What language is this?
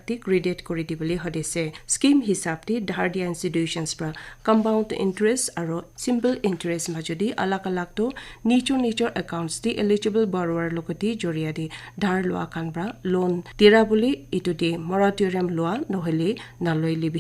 Naga Pidgin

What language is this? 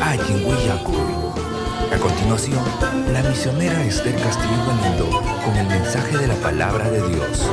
Ayacucho Quechua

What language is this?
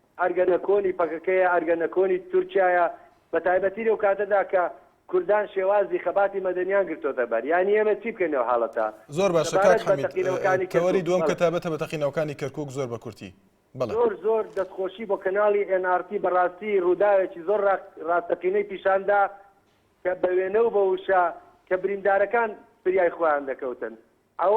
Central Kurdish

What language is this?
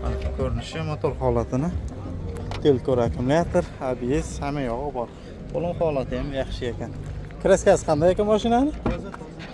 Uzbek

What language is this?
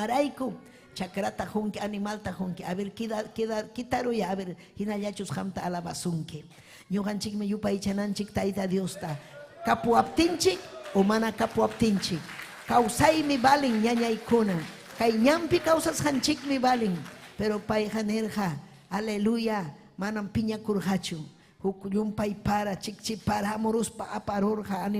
Ayacucho Quechua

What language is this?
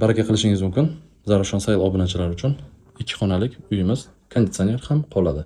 Uzbek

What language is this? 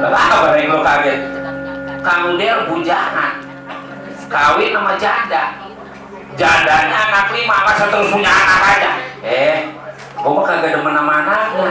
Betawi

